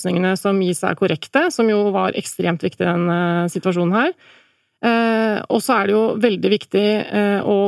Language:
Norwegian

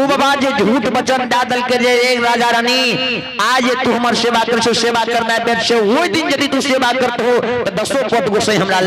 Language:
Maithili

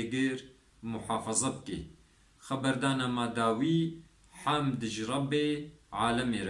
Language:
Kurdish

